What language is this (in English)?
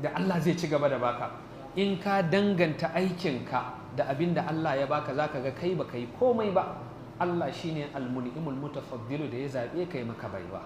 Hausa